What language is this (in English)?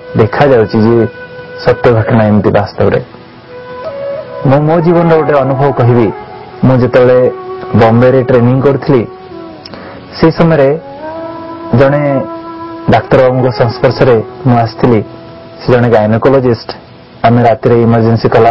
Odia